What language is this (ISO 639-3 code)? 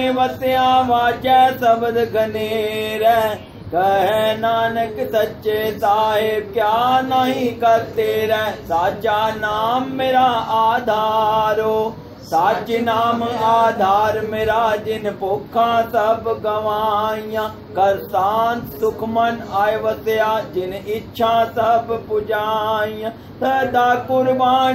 pan